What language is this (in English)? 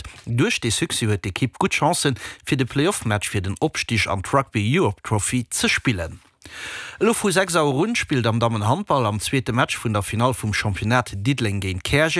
Luxembourgish